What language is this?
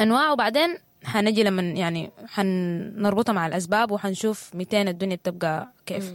Sudanese Arabic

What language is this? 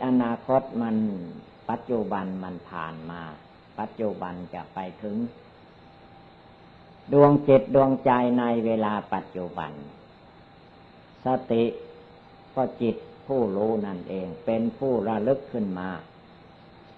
Thai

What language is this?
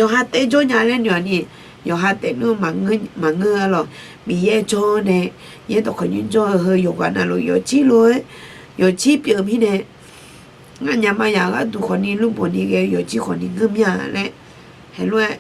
Akha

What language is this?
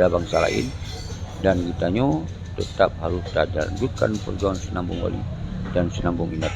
Achinese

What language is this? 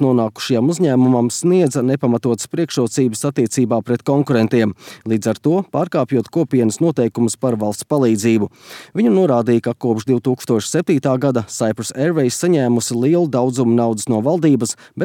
Latvian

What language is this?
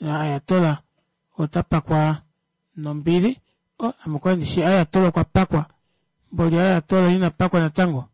Kuanyama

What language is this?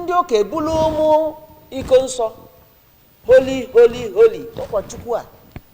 Igbo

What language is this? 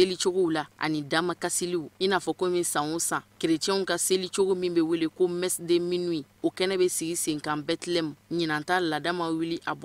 Bambara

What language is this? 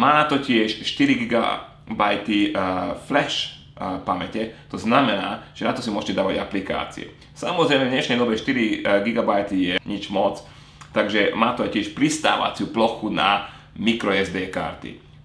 Slovak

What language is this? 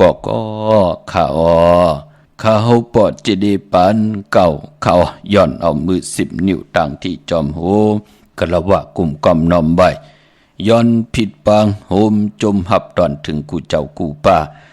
Shan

